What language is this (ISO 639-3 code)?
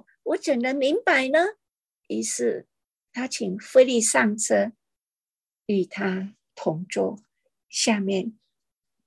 zho